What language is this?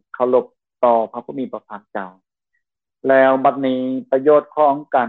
Lao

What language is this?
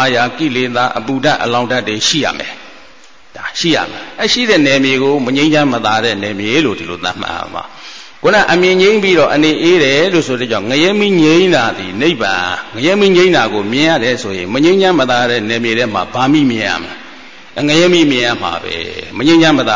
Burmese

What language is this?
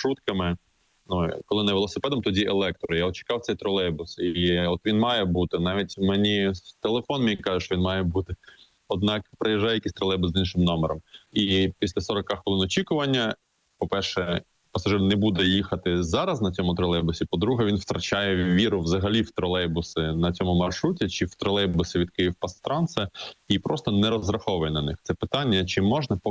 Ukrainian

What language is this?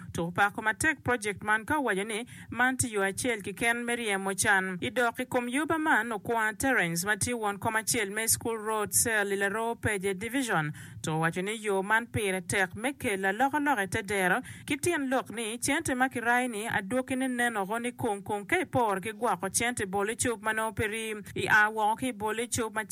Acoli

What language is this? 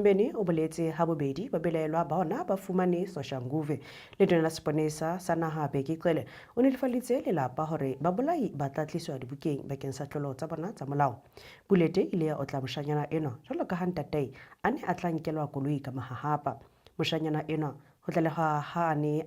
Southern Sotho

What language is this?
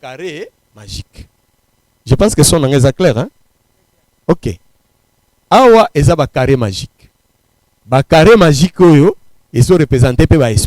Lingala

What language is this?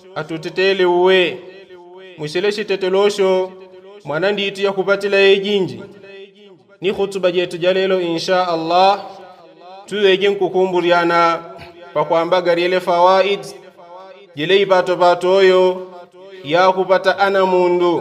Yao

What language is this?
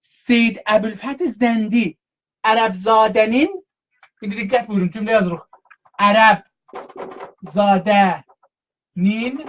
South Azerbaijani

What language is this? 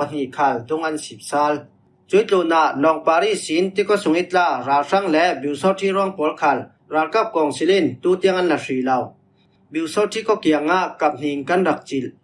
Falam Chin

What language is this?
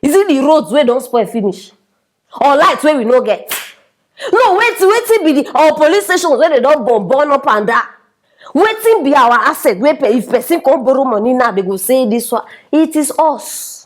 Nigerian Pidgin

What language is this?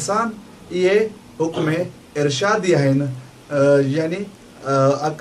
Sindhi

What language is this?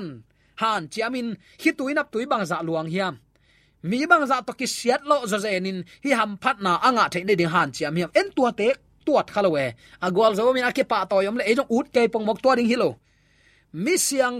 Tedim Chin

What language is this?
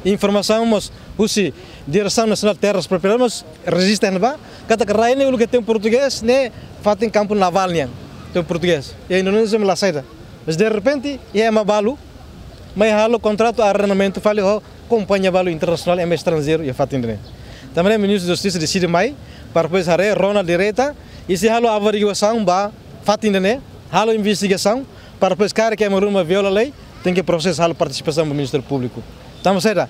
Tetum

